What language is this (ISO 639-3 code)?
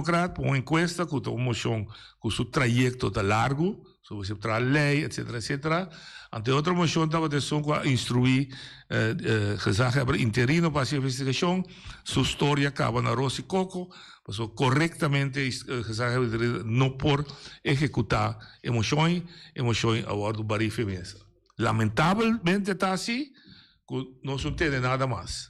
pap